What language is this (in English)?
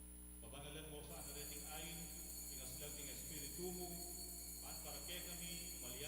Pampanga